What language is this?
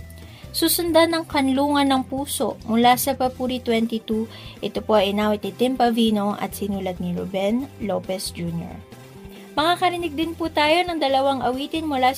Filipino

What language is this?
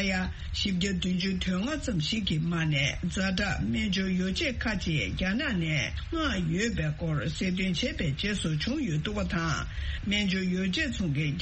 Tibetan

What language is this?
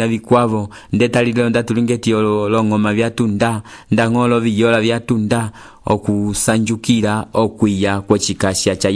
Umbundu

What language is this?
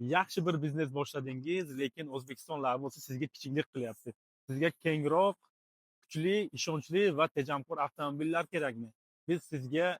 Uzbek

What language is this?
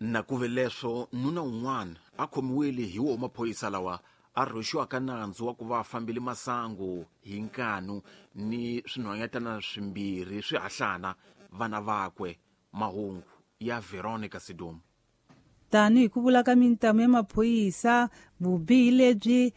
Tsonga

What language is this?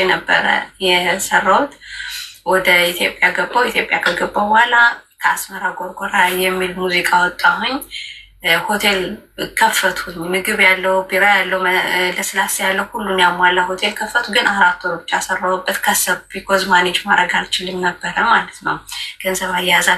Amharic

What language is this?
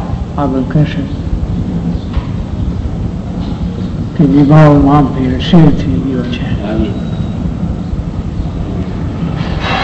Gujarati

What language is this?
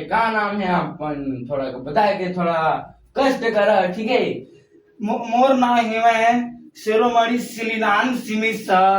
Chhattisgarhi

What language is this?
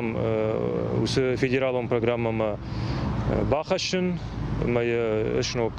Ossetic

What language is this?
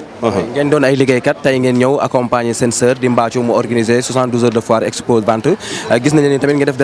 Wolof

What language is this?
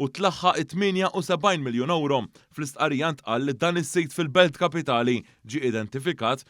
Maltese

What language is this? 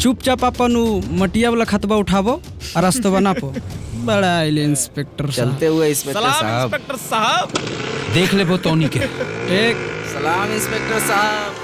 Magahi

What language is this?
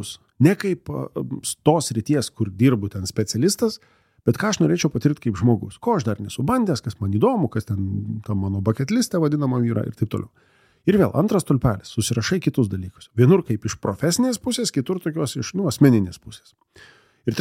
Lithuanian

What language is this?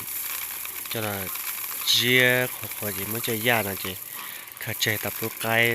Hmong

